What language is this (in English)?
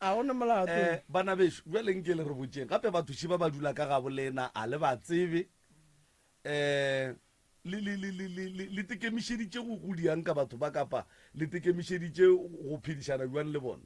Northern Sotho